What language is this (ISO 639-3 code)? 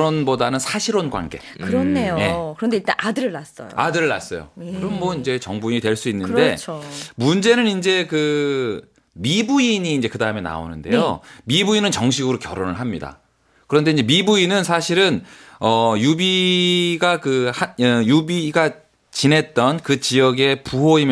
kor